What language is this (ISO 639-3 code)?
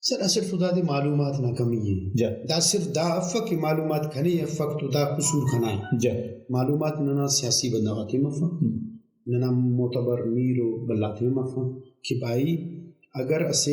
brh